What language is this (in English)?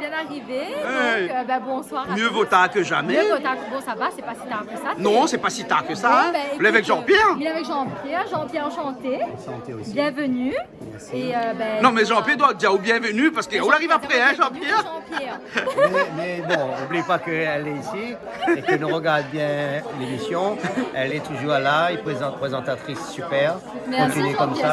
Réunion Creole French